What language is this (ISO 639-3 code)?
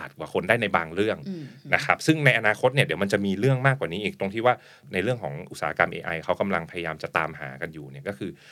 tha